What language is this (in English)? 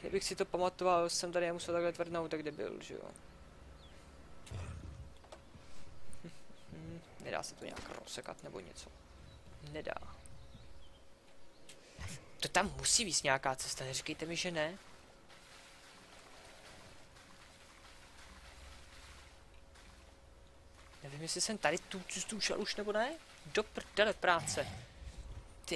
Czech